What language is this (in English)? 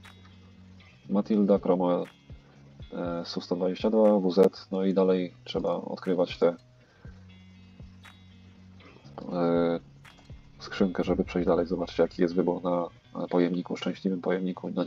Polish